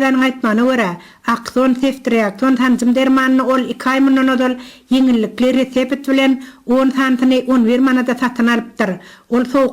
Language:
Turkmen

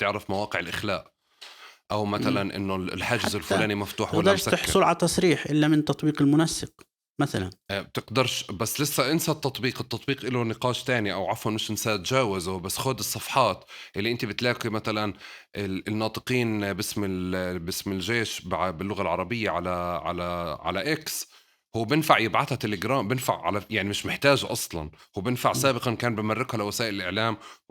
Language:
North Levantine Arabic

